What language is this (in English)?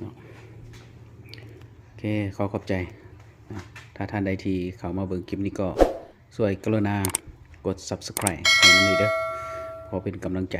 Lao